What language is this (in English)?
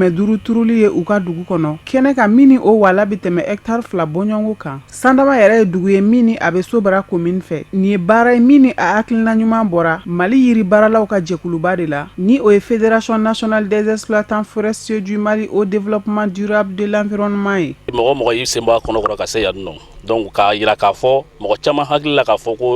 Bambara